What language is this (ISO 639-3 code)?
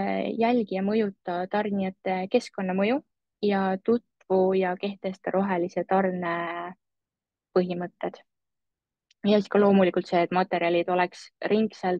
est